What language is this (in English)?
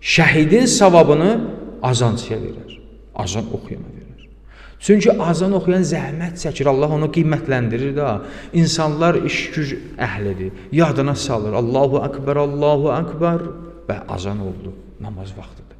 Azerbaijani